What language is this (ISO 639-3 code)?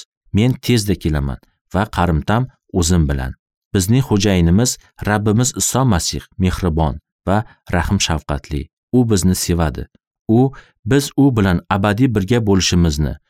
uzb